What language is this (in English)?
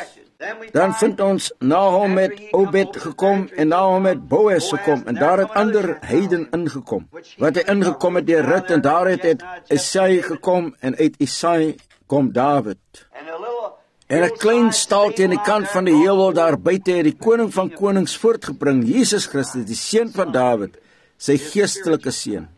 Afrikaans